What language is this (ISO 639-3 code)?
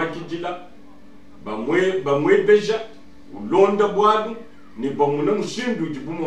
lua